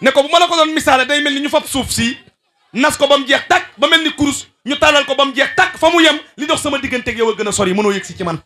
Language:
Wolof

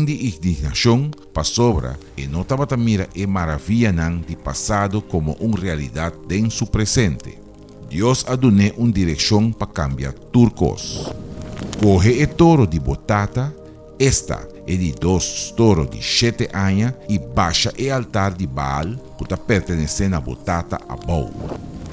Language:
Papiamento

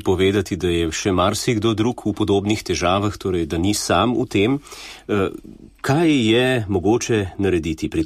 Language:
Slovenian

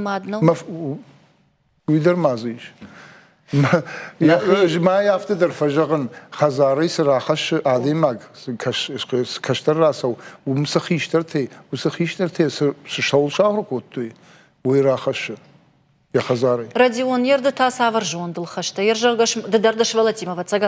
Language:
Ossetic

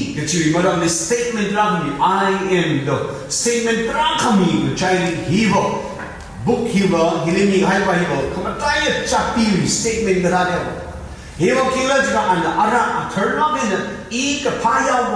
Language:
Tangkhul Naga (India)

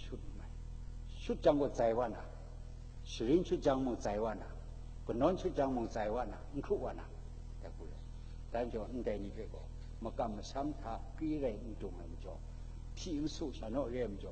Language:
Kachin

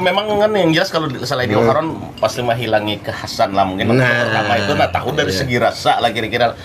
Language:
Banjar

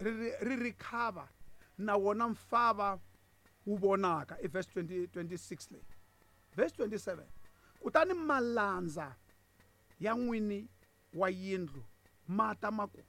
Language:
Tsonga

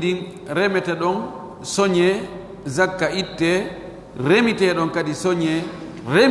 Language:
Fula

